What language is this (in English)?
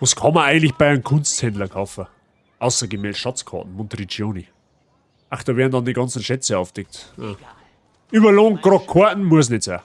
Bavarian